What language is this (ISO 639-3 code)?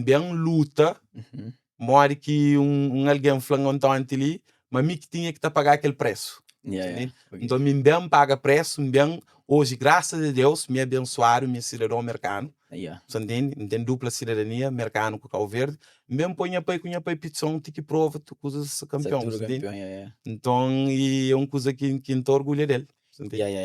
kea